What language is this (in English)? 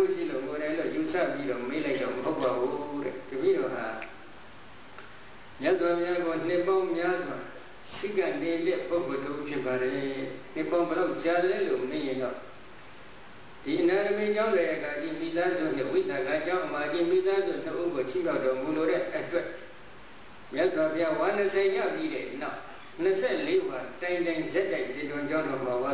Burmese